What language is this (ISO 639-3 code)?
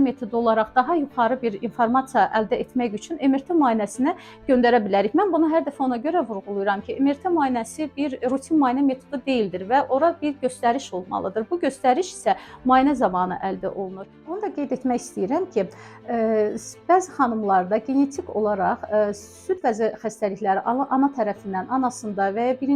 aze